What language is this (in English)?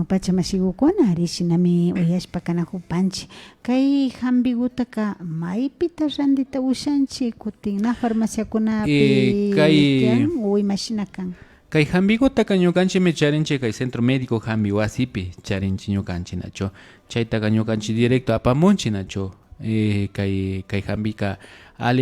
Imbabura Highland Quichua